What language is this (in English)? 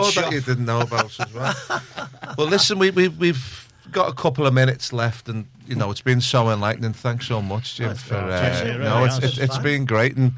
English